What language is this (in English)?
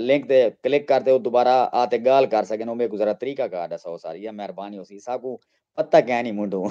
Saraiki